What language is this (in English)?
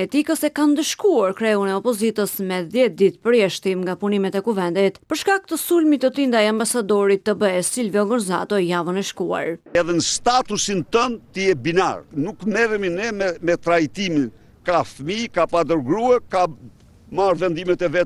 Albanian